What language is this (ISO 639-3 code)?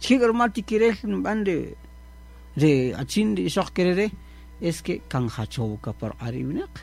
cak